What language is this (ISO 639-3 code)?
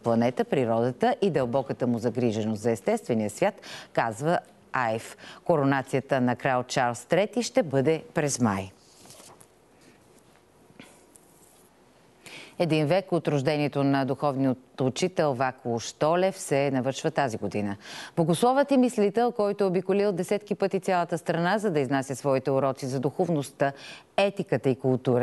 bul